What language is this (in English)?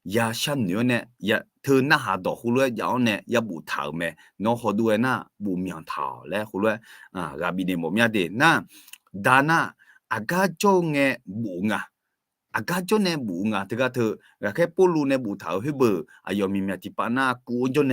Akha